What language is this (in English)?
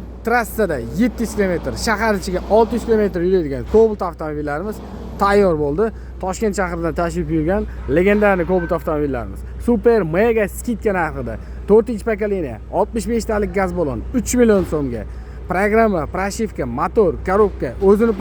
Uzbek